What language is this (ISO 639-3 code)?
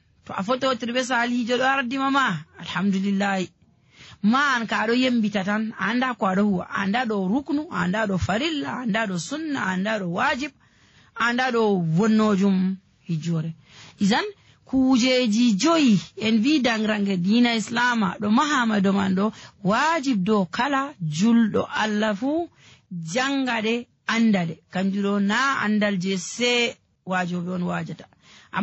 fuv